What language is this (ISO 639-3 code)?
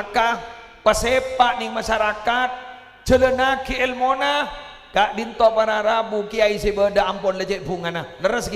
mad